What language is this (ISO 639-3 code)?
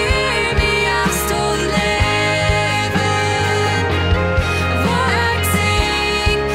pdt